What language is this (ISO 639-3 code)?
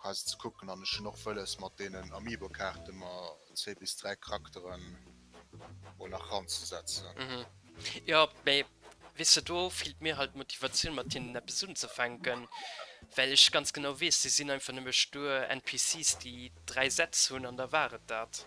ltz